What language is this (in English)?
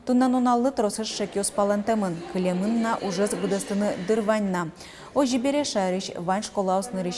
Udmurt